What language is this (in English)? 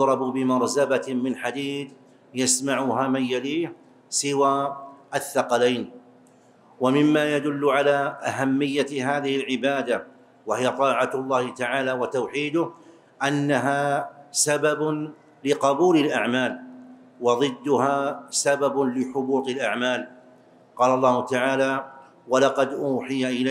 Arabic